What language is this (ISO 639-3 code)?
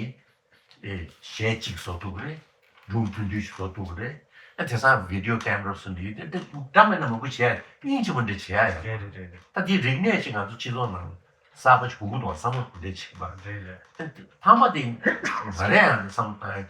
bod